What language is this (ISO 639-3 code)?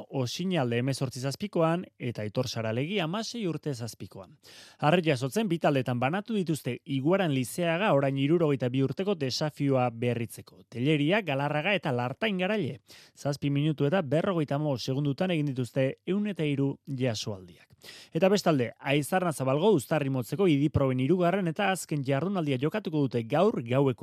eus